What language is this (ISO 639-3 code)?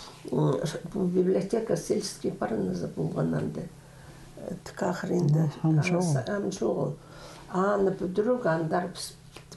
kjh